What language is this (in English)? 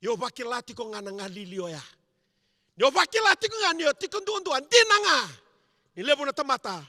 Fijian